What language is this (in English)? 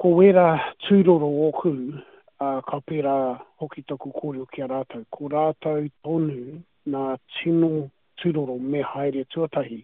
Māori